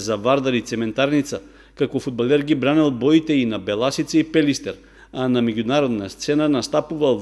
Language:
Macedonian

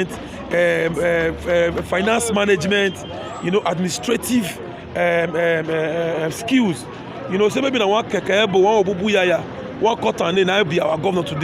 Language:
Nigerian Pidgin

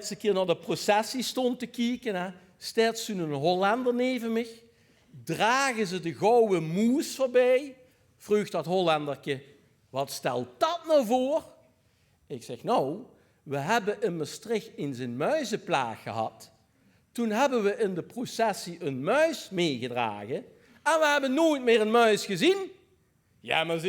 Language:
Limburgish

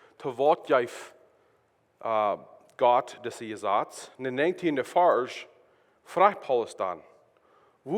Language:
Plautdietsch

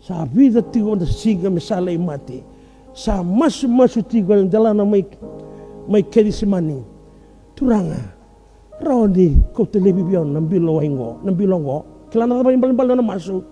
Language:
Fijian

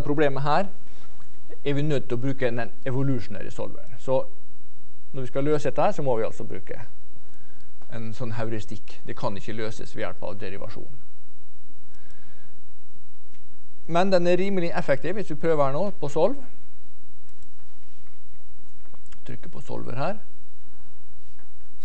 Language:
Norwegian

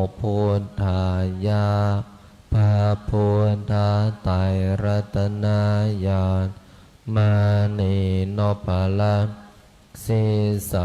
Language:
Pali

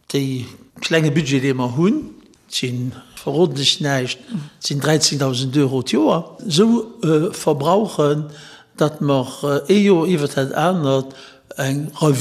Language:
Luxembourgish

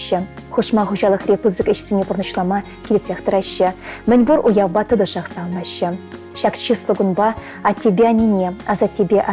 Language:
Chuvash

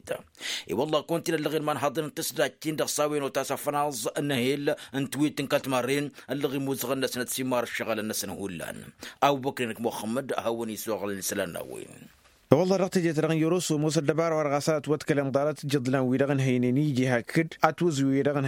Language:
Tamasheq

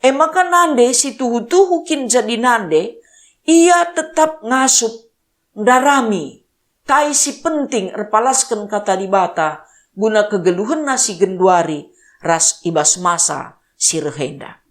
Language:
Batak Karo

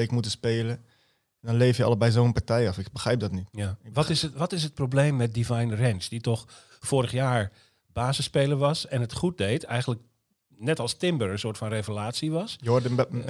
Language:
Dutch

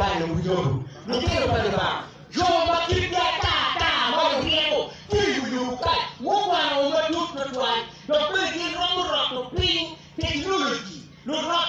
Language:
Acoli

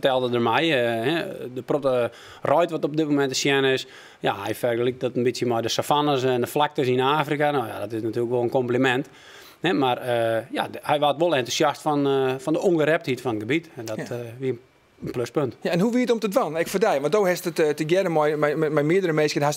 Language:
Western Frisian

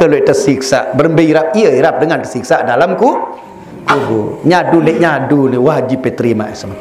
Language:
Sasak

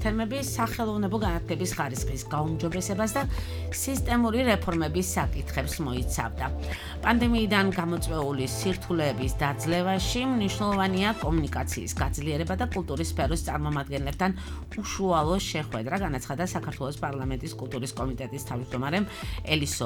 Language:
Georgian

